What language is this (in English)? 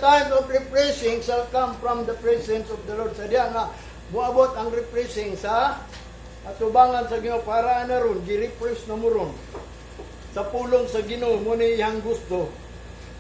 Cebuano